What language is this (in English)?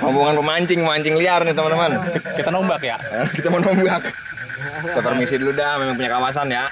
Betawi